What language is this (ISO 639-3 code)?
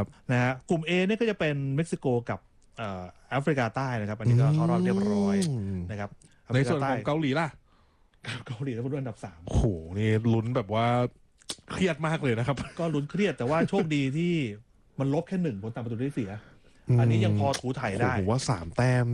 tha